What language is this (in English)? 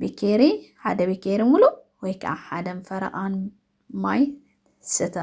Tigrinya